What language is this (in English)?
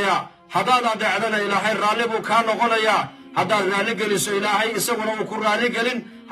Somali